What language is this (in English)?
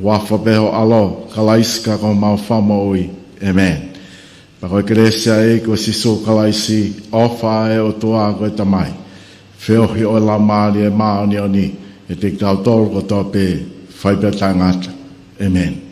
Tongan